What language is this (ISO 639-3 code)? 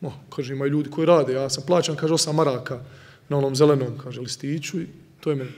bos